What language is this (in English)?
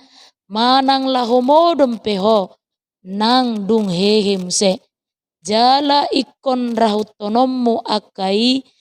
Batak Toba